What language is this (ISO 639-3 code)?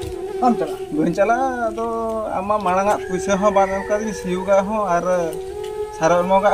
sat